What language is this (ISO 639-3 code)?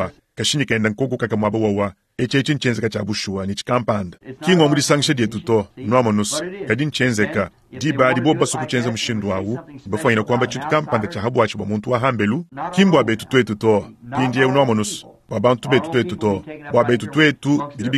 lua